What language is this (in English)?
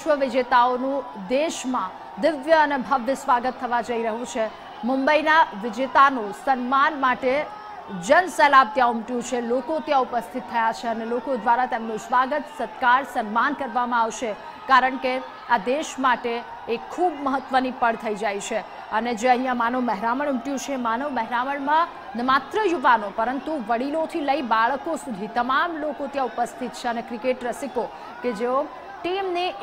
Gujarati